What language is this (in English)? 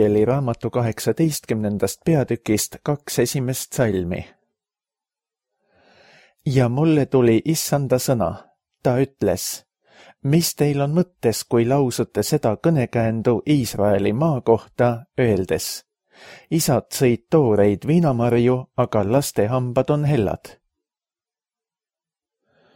Estonian